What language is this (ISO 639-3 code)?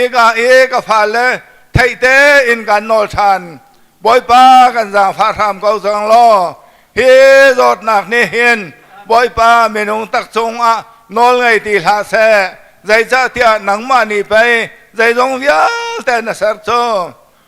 cnh